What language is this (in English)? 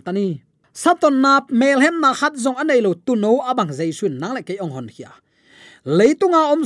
Tedim Chin